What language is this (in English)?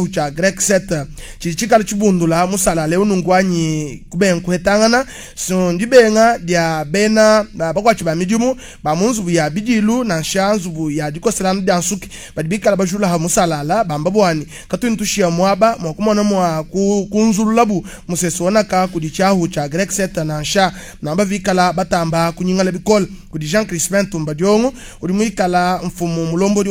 Luba-Lulua